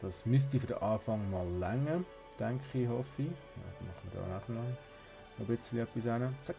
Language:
Swiss German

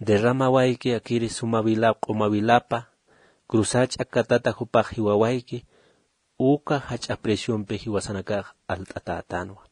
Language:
Aymara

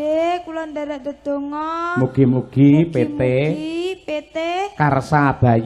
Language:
Javanese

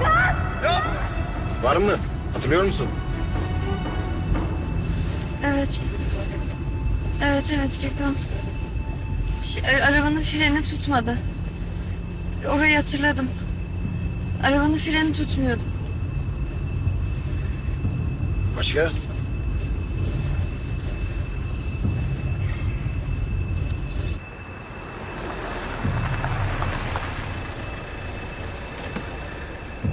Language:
Turkish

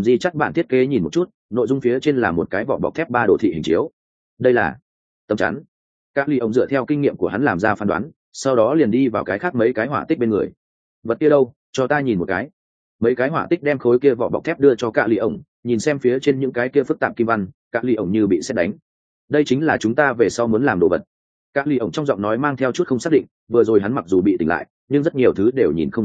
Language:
Vietnamese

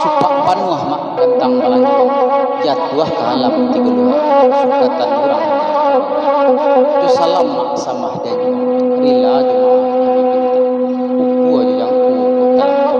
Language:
Minangkabau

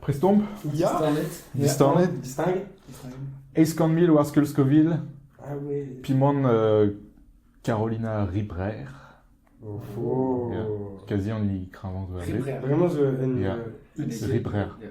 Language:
Breton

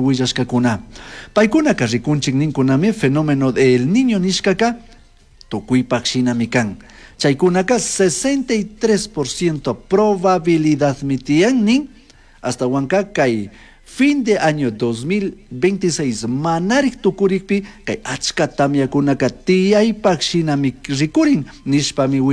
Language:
Chimborazo Highland Quichua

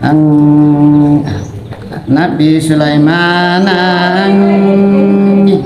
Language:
Makasar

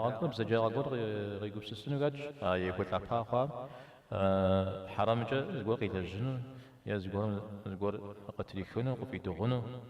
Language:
Kabardian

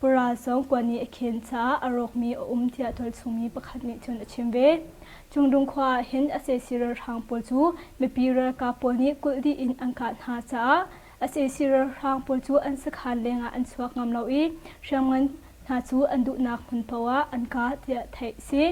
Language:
Hakha Chin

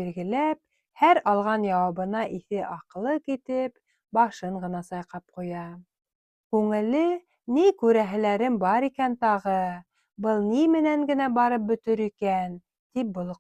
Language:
Bashkir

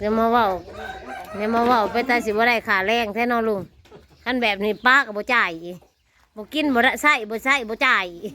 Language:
Northeastern Thai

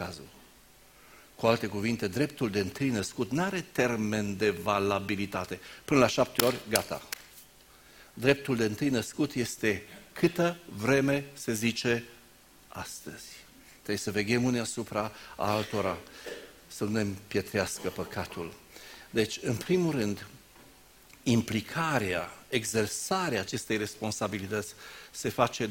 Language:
Romanian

